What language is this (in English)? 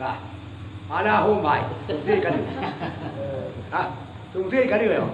Achinese